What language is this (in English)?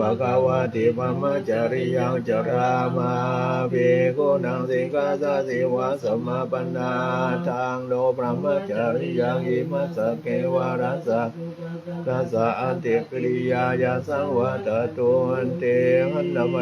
Pali